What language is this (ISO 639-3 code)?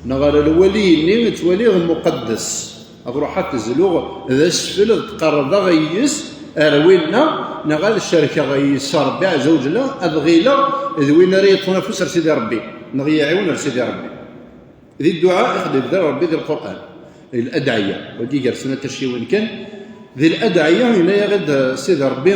kab